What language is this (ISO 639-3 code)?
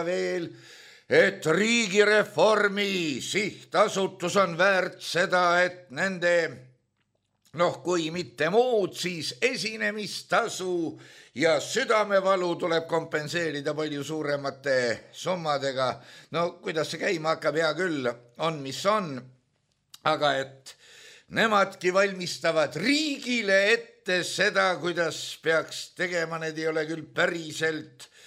est